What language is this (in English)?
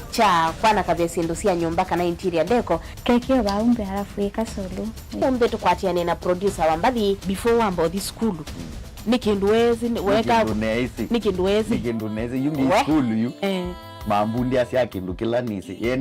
Kamba